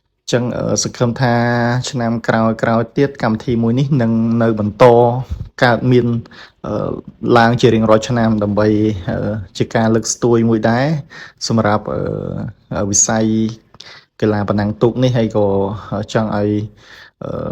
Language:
Khmer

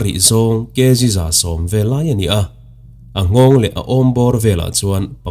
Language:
Mizo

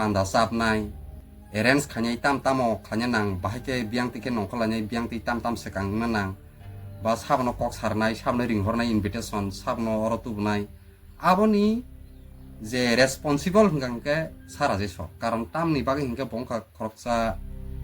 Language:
Kok Borok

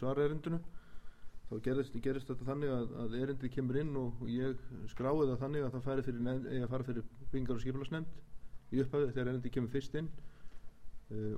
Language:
Icelandic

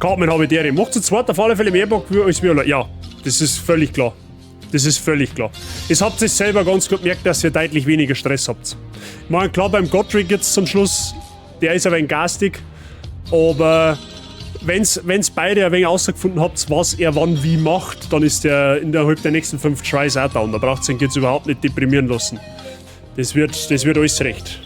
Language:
Bavarian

